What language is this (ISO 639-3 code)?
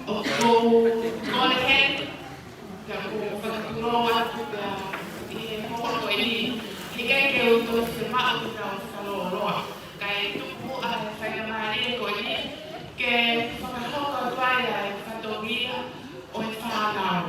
ton